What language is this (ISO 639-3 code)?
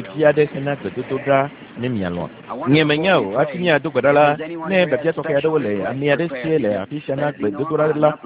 ewe